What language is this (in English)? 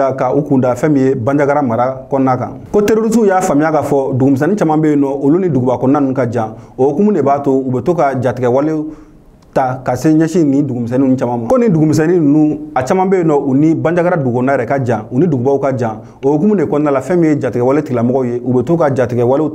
Bambara